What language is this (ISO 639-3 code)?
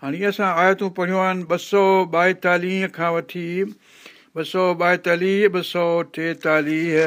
snd